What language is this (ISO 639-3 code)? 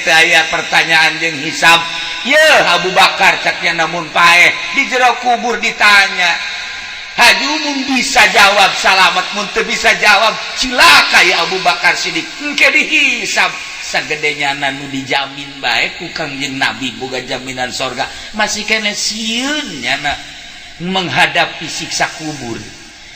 sun